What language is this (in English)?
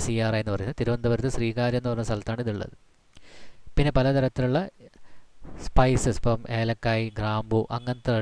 Malayalam